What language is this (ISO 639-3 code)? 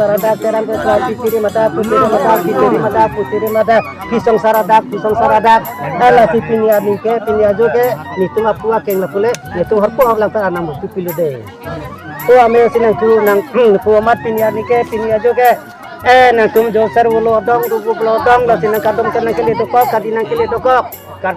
mjw